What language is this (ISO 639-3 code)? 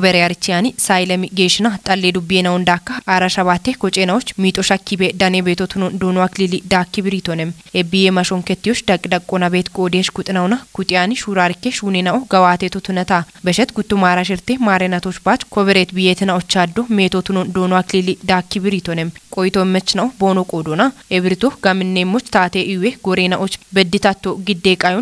kbr